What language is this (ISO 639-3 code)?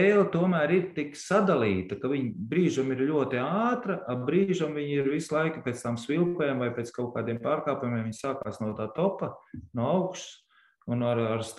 lav